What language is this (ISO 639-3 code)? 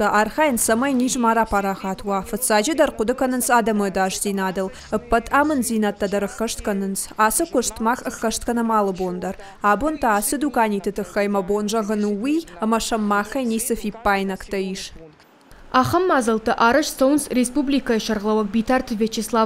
oss